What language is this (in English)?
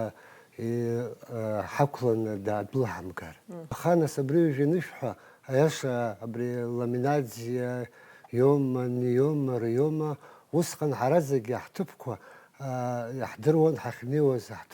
Abkhazian